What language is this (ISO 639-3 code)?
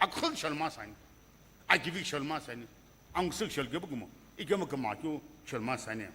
nsm